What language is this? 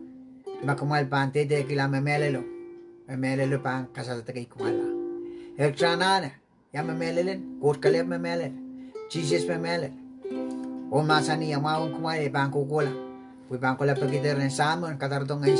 Pohnpeian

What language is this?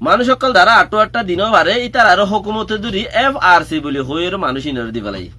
Rohingya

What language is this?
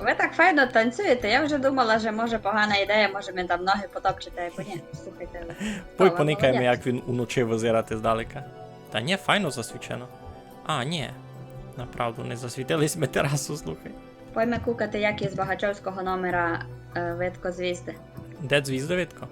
Rusyn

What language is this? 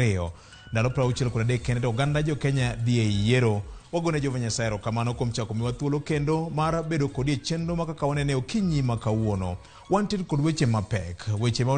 Luo (Kenya and Tanzania)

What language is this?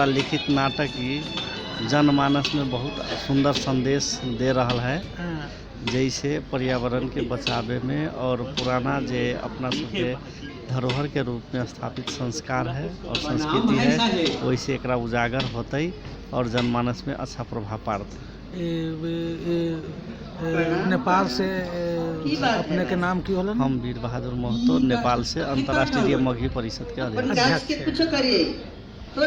Magahi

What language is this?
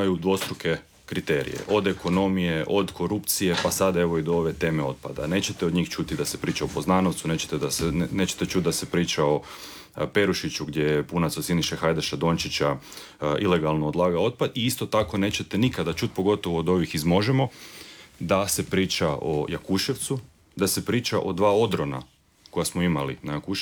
Croatian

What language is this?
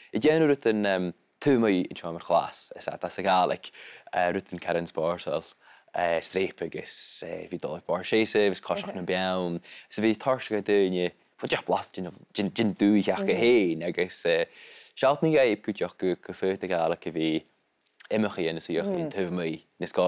Scottish Gaelic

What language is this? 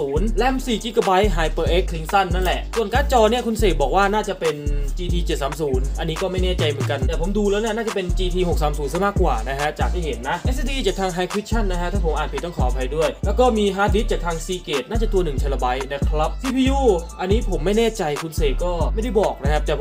Thai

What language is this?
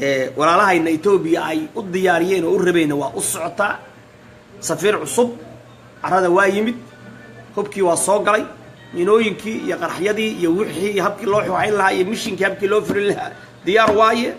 Somali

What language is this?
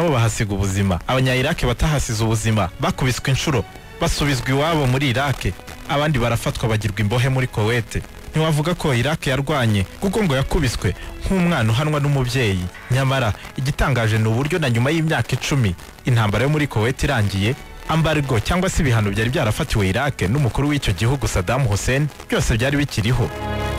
Kinyarwanda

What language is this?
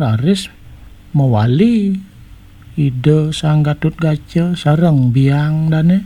Balinese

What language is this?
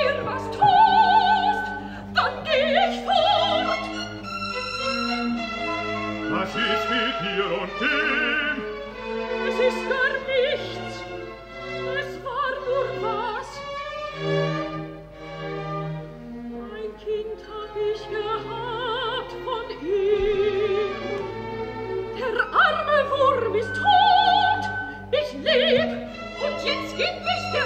German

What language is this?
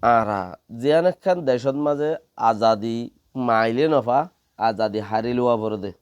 Rohingya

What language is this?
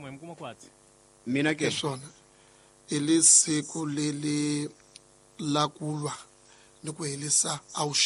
Tsonga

